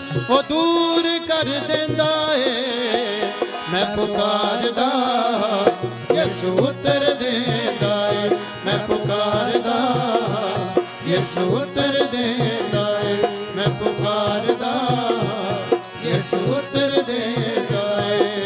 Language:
Punjabi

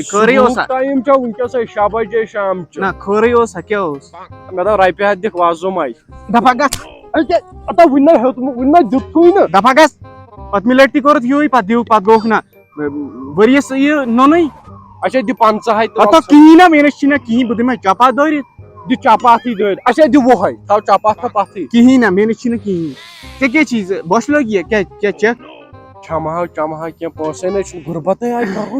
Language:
Kashmiri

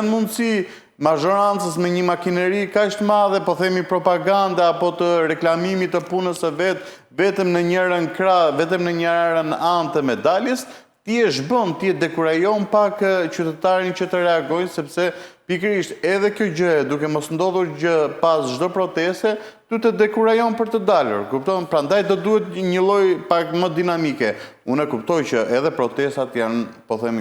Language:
Albanian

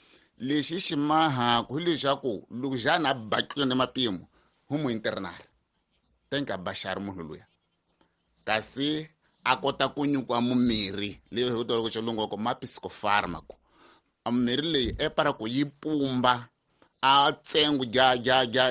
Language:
Tsonga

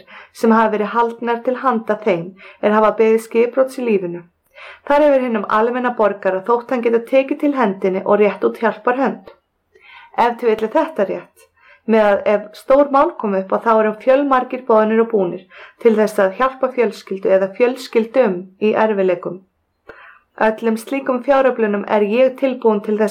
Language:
Icelandic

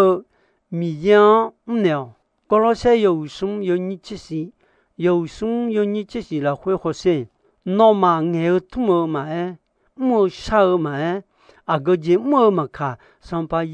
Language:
Akha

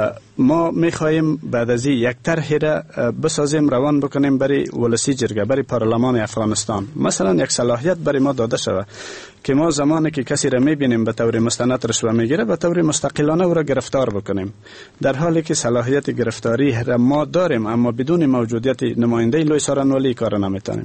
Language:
Persian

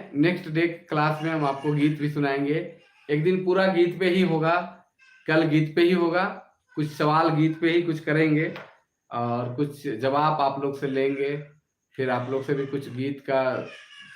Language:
Sadri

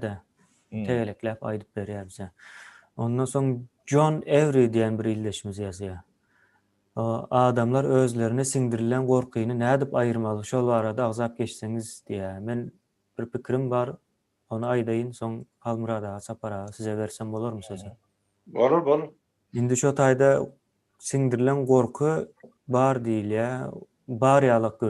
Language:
Turkmen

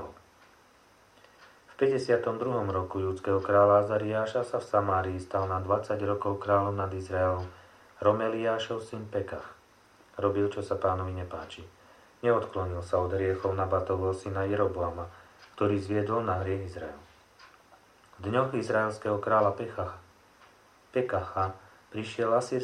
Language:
Slovak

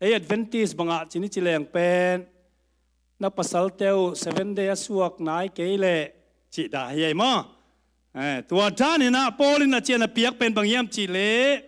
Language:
Tedim Chin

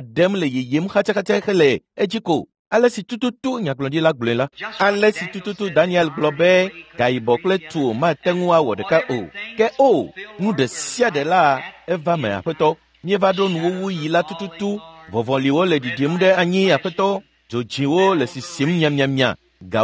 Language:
Ewe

